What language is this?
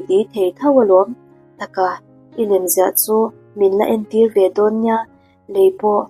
Mizo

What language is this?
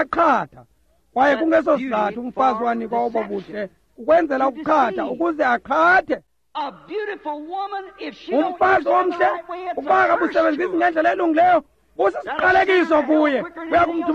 Xhosa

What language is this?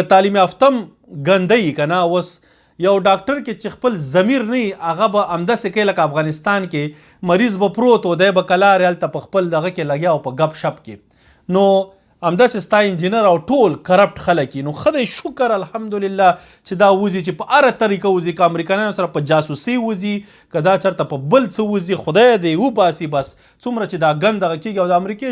Pashto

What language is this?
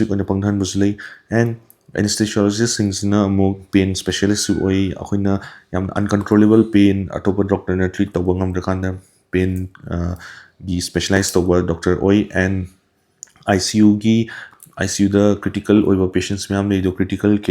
Manipuri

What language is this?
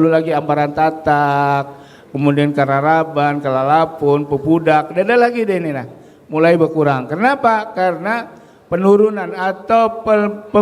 Banjar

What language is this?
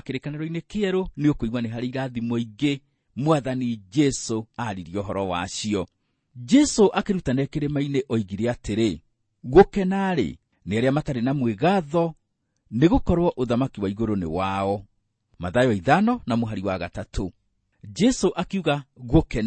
Kikuyu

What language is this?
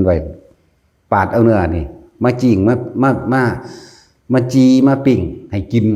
Northeastern Thai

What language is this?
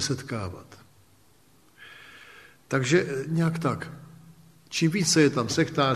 Czech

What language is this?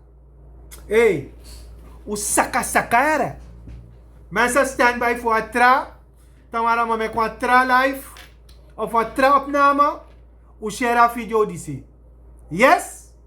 Sranan Tongo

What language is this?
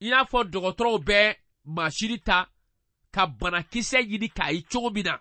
Bambara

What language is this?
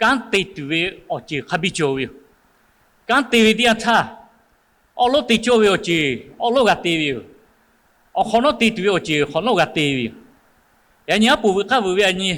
Lahu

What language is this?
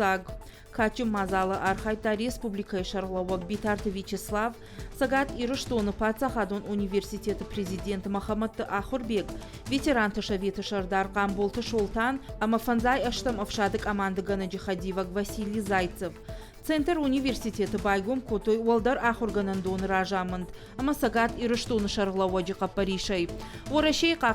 Ossetic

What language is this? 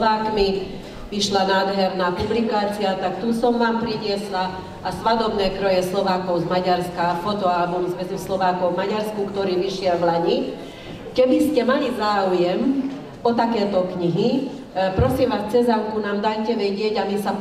Slovak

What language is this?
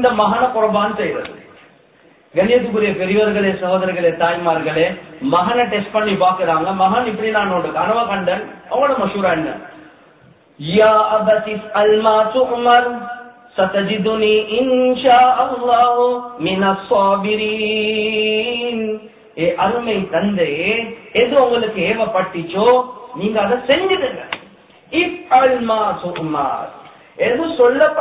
Tamil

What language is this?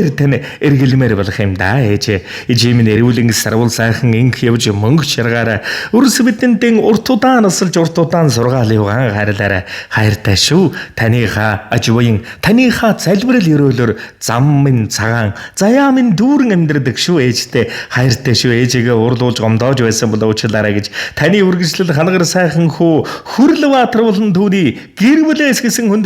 Mongolian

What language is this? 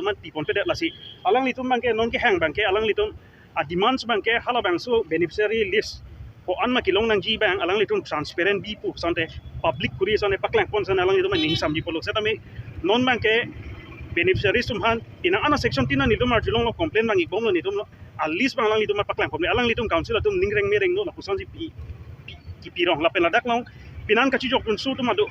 Karbi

